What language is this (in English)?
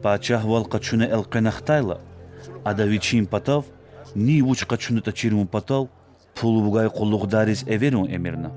Lezghian